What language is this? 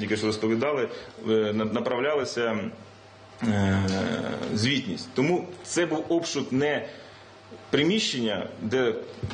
Ukrainian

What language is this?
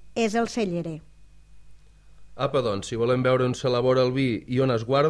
Catalan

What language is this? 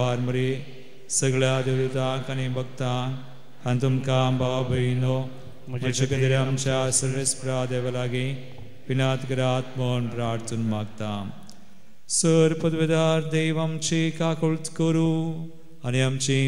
Konkani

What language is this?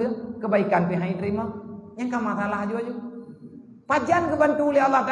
Achinese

